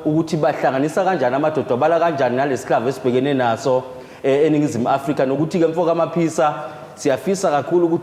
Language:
Zulu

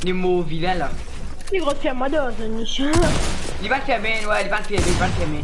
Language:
Morisyen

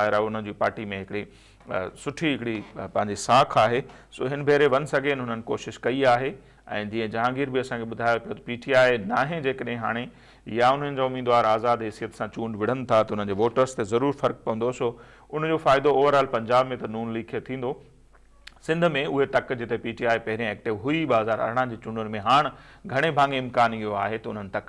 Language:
Sindhi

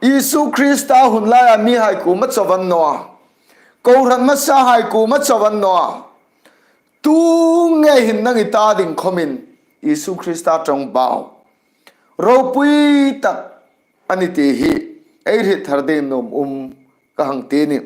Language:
Hmar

